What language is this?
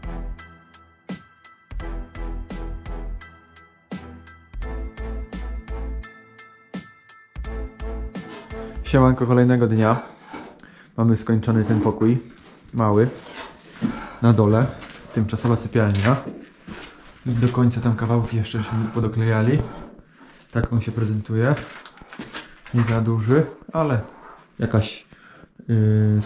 Polish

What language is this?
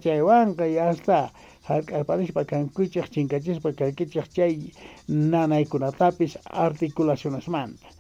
Quechua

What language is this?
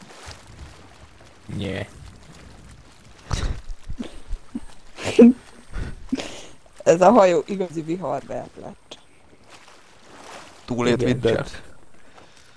Hungarian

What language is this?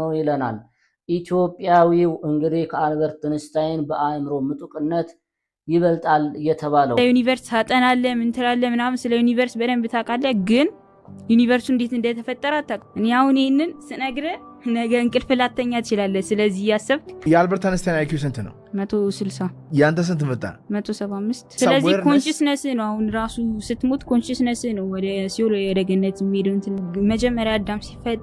Amharic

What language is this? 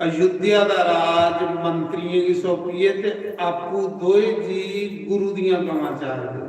Dogri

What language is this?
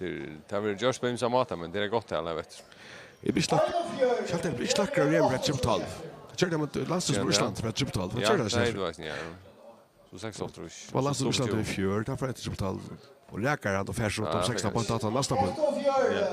Faroese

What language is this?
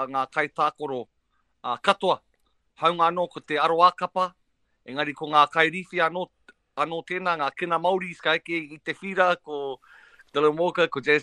Māori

